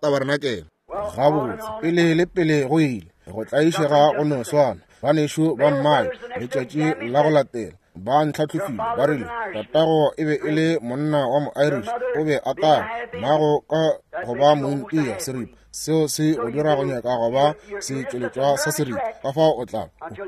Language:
Northern Sotho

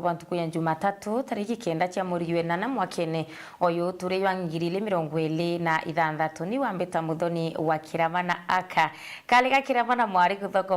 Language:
Meru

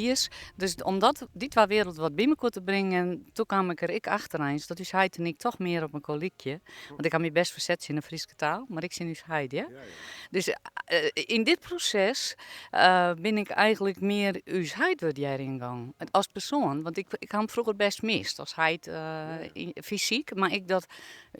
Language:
Western Frisian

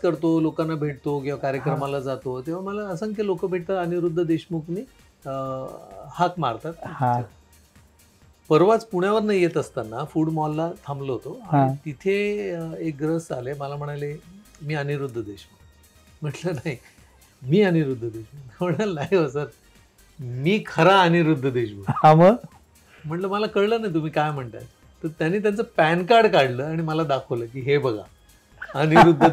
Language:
Marathi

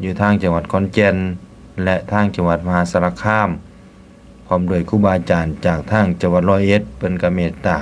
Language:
Northeastern Thai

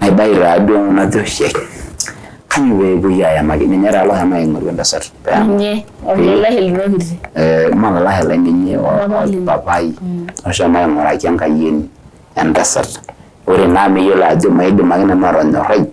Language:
Masai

